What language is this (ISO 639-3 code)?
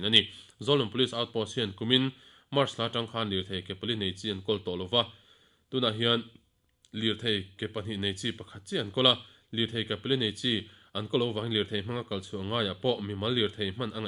lus